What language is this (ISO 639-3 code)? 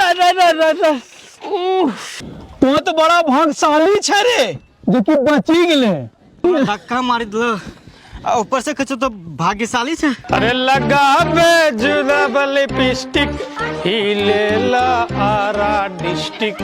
anp